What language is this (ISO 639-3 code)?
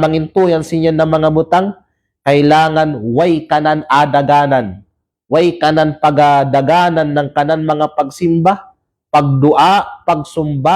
kqe